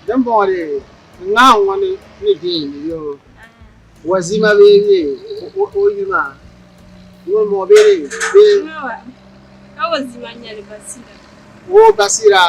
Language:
Dagbani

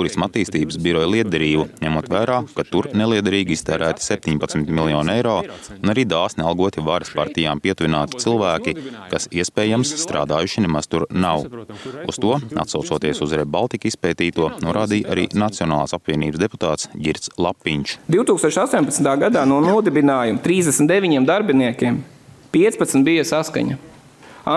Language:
Latvian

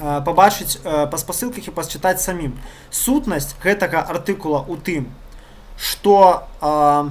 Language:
Belarusian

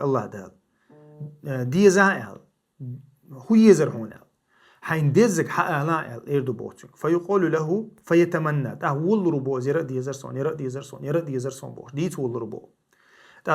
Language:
Chechen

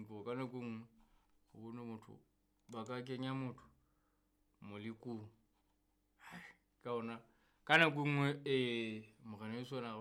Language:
Southern Sotho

